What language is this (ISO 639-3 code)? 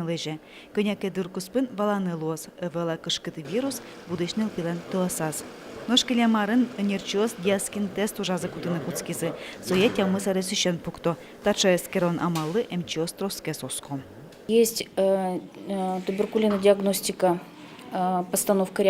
udm